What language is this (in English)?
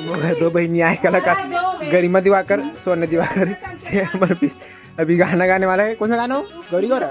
Chhattisgarhi